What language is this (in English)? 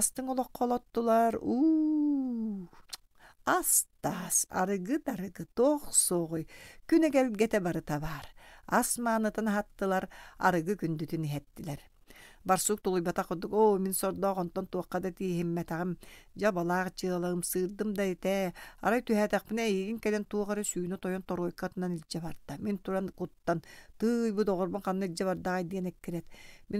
Yakut